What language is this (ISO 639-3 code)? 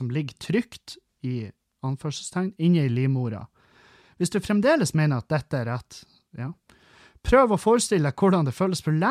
nor